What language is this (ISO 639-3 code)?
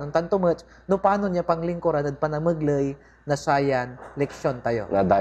pag